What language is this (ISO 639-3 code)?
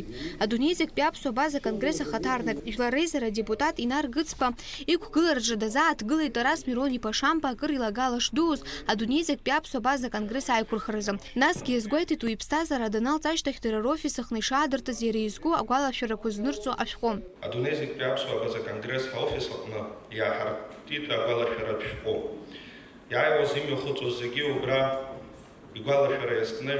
abk